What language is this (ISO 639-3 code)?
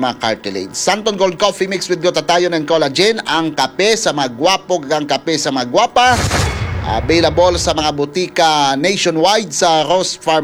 hil